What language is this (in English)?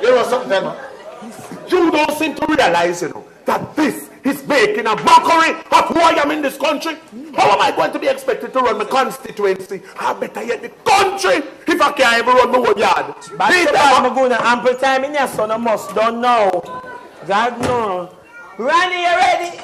Jamaican Creole English